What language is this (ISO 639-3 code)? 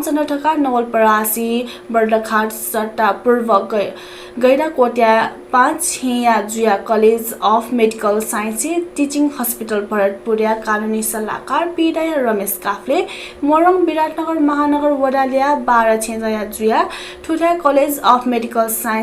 new